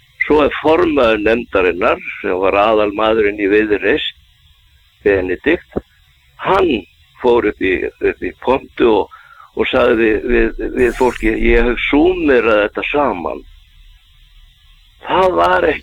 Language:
Icelandic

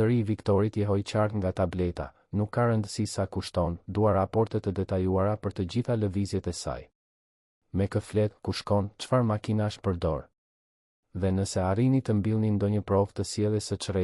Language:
Albanian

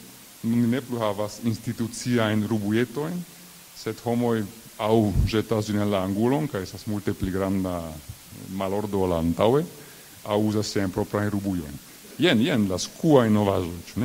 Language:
Esperanto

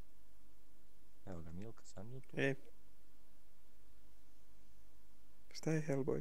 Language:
Bosnian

